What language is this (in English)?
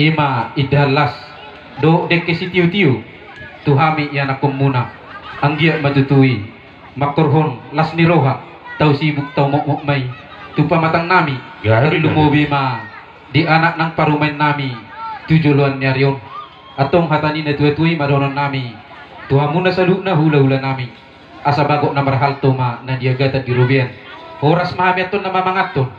Batak Toba